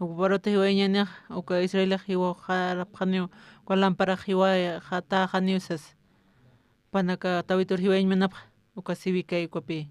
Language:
Aymara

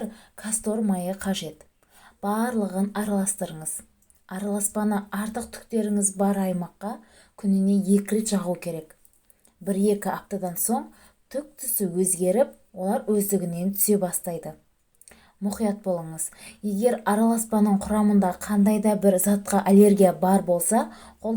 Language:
Kazakh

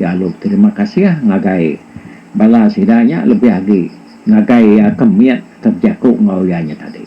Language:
Iban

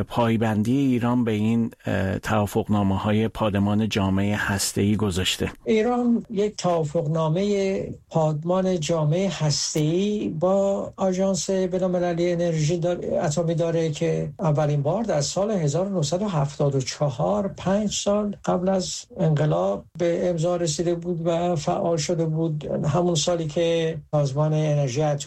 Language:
Persian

